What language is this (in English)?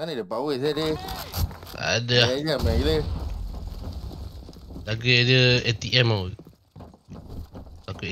Malay